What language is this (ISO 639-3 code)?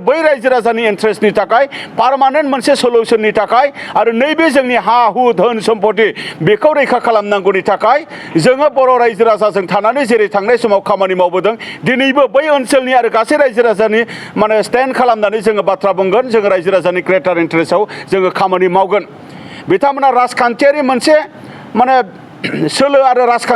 brx